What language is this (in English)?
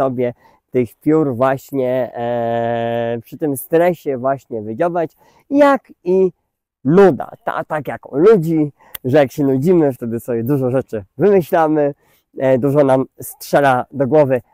Polish